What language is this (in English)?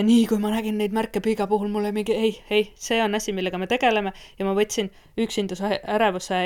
Estonian